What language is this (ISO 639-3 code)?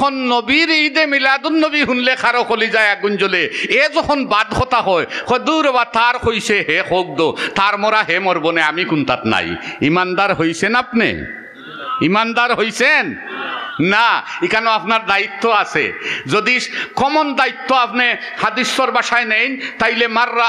syl